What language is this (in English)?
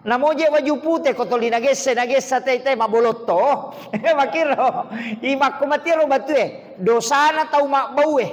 Buginese